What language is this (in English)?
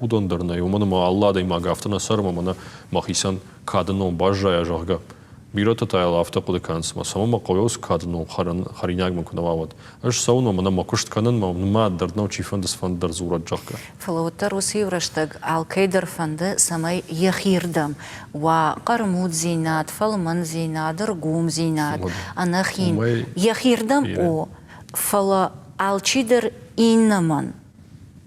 Ossetic